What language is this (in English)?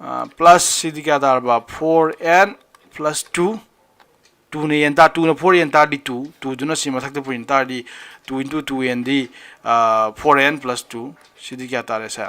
Manipuri